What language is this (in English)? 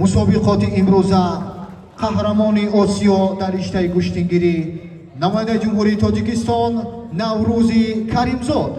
Tajik